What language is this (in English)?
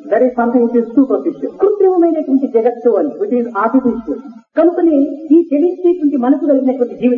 Telugu